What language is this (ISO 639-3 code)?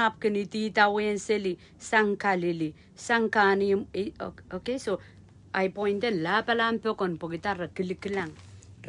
pon